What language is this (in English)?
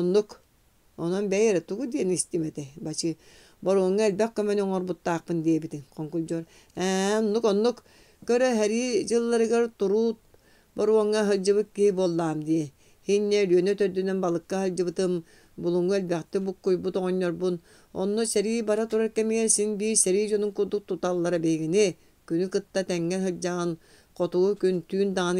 Yakut